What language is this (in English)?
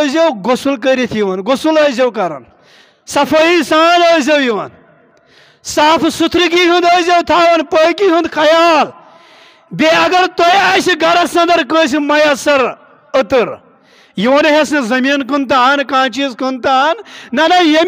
Kashmiri